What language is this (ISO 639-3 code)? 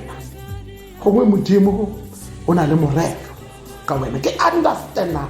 tsn